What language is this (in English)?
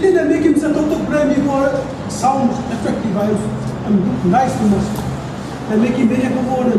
Tok Pisin